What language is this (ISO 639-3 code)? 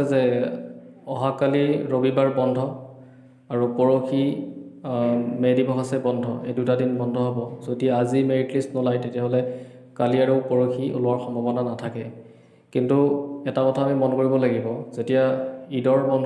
asm